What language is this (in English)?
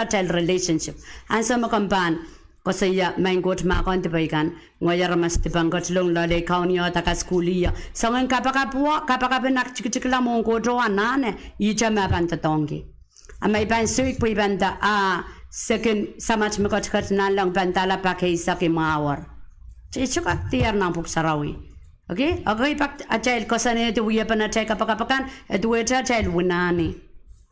Pohnpeian